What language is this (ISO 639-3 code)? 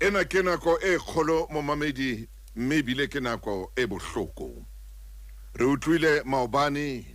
sot